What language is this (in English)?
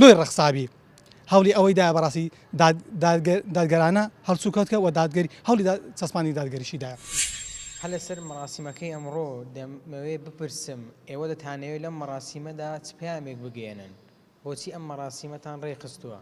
Central Kurdish